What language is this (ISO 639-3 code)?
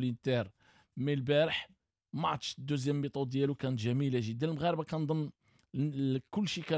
ary